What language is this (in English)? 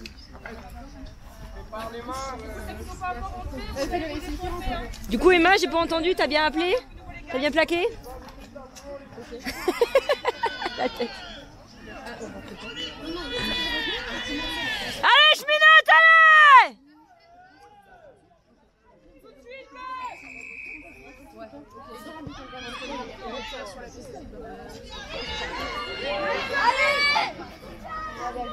French